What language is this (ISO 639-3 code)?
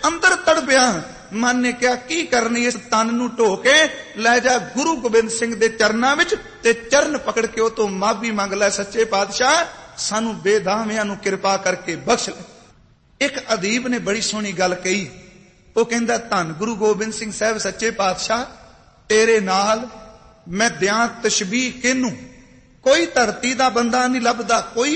pan